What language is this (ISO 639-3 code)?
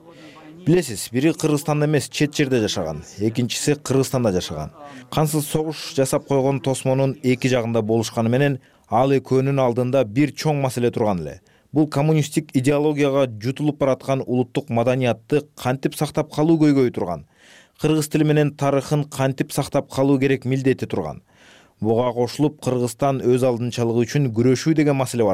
kir